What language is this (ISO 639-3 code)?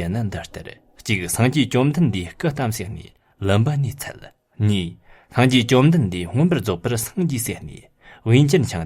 bod